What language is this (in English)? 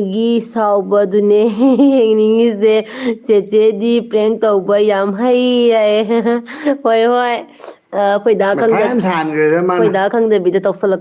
Manipuri